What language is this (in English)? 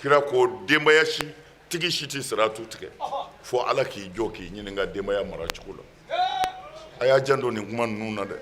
Bambara